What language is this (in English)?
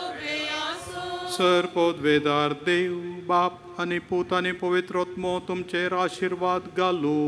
Konkani